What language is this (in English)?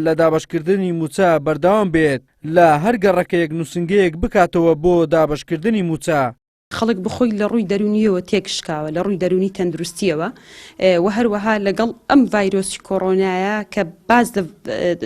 Central Kurdish